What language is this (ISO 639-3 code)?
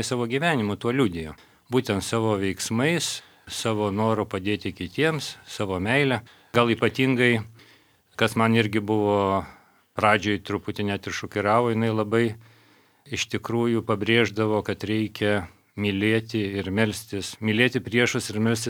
lit